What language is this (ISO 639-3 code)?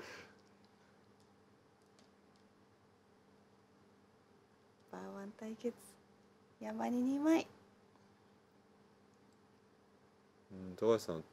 jpn